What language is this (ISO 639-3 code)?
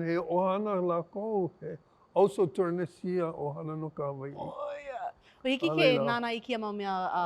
haw